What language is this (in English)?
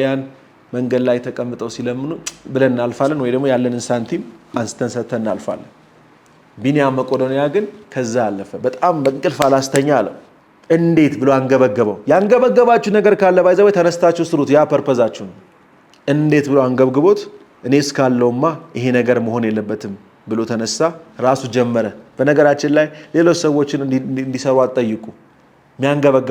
Amharic